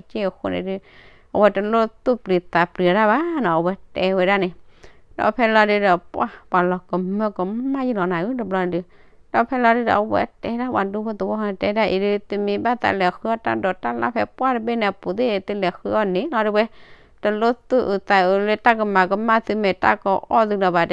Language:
S'gaw Karen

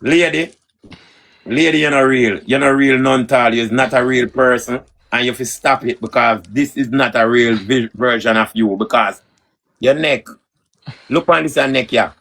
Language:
Jamaican Creole English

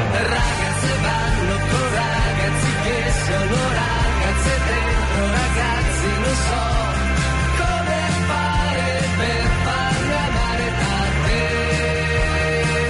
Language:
Italian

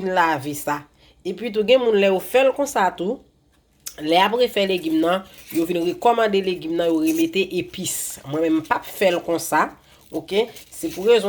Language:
Haitian Creole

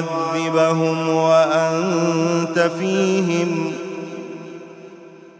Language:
Arabic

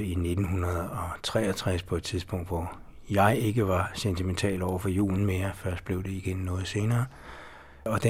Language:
Danish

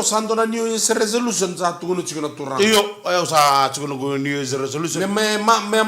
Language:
Fijian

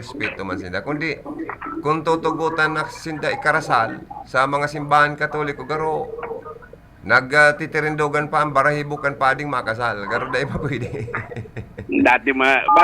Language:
Bikol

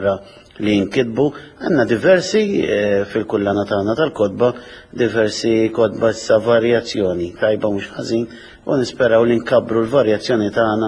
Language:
Maltese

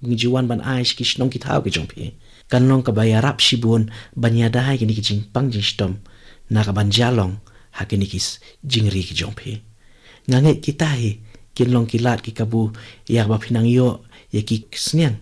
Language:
Khasi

